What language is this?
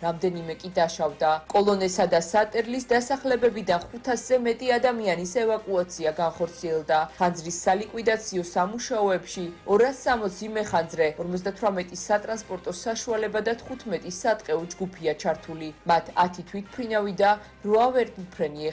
Georgian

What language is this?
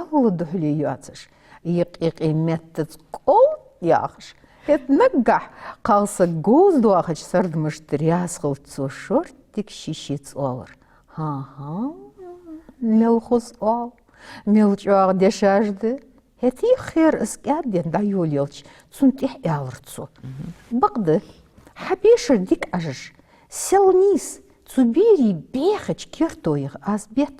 Ingush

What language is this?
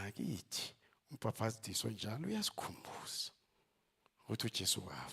Zulu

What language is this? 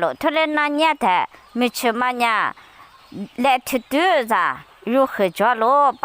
Lisu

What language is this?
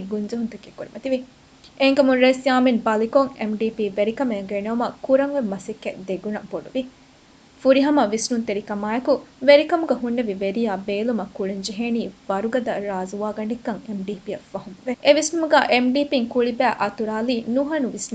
Divehi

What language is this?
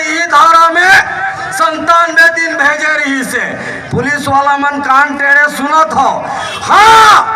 Chhattisgarhi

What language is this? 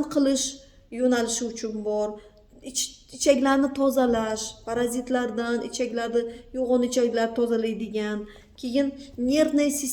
Uzbek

